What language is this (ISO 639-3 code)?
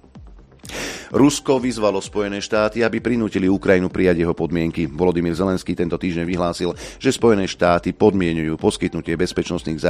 slk